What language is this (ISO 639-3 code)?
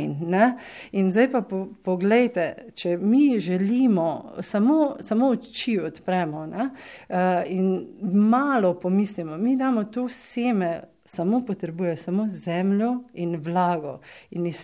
slv